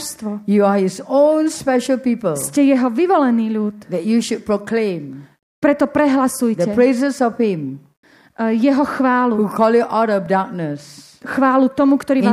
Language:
Slovak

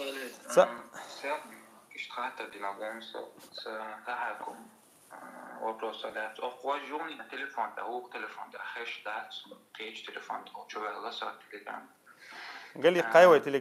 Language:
Chechen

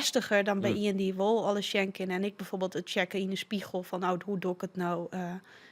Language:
Western Frisian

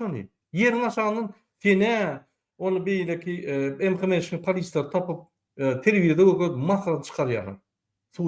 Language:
Turkmen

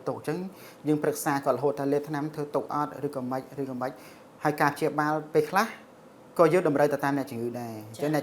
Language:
Khmer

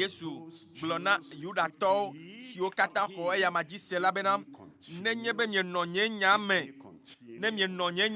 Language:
Ewe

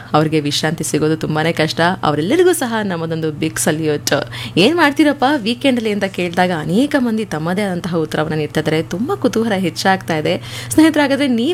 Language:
Kannada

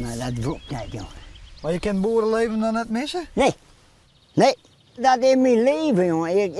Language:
Western Frisian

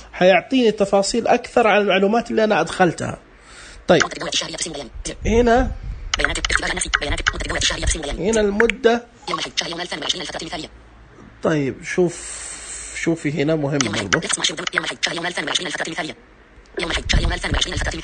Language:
Najdi Arabic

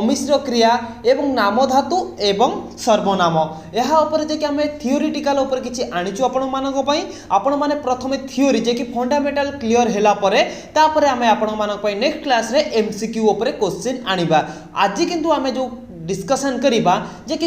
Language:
Odia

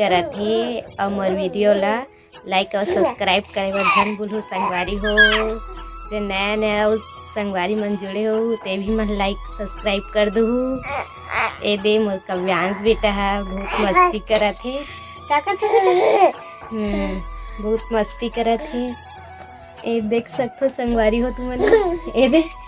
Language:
Chhattisgarhi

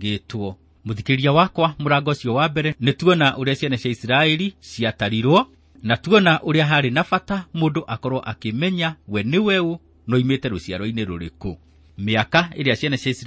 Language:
Kikuyu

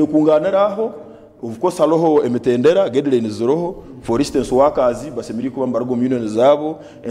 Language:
Nyankole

